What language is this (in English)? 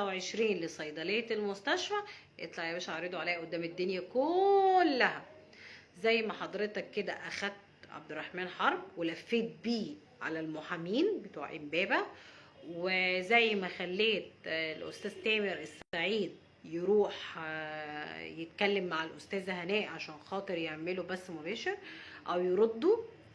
Egyptian Arabic